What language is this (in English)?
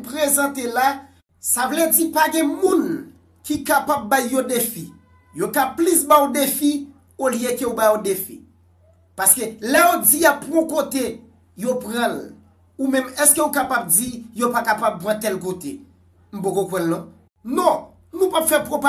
Haitian Creole